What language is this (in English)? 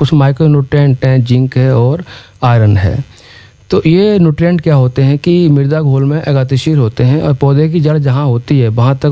Hindi